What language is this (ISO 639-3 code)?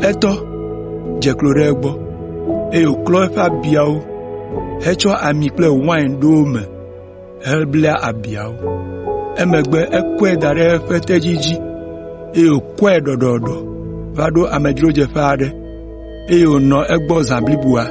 ewe